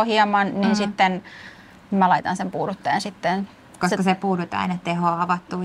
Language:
Finnish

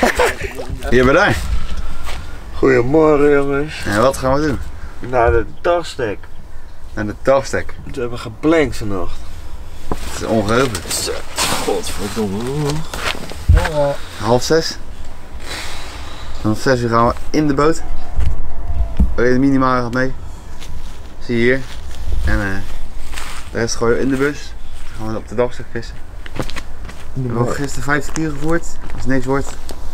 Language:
Dutch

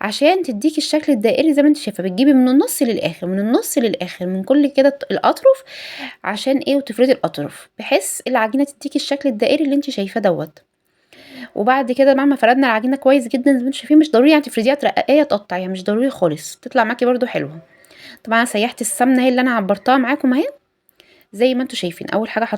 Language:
Egyptian Arabic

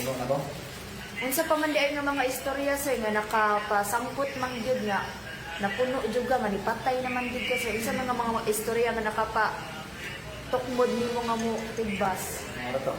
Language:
Cebuano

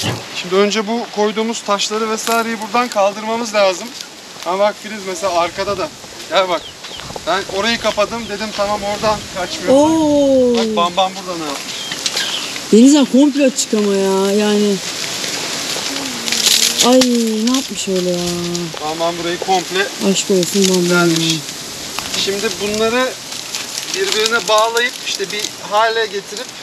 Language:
Turkish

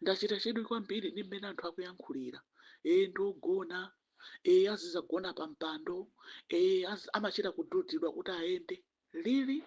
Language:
Nyanja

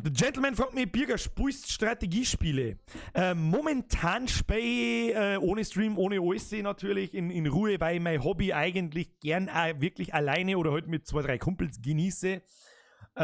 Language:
Bavarian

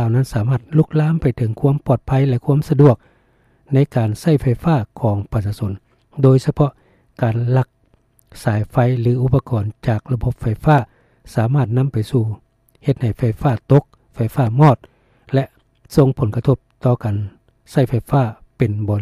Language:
Lao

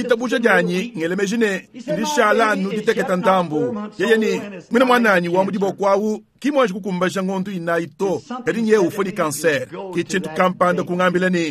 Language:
Luba-Lulua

